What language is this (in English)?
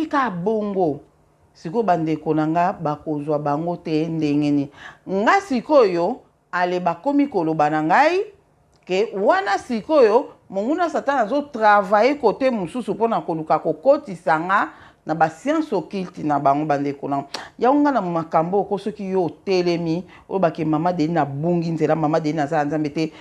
Lingala